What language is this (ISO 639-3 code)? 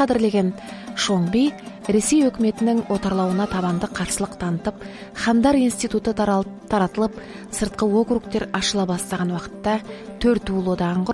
kaz